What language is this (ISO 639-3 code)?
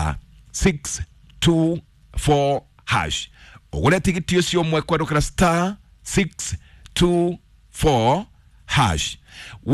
kik